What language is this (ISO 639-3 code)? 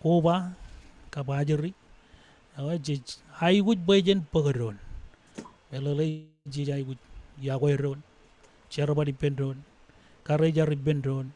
mah